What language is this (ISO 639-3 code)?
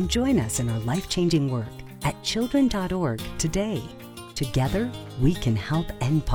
eng